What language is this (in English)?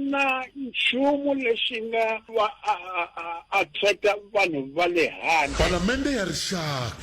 Tsonga